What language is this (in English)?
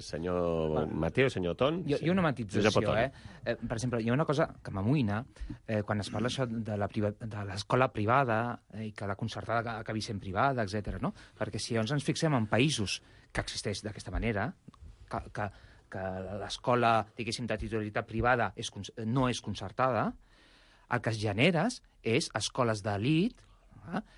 Catalan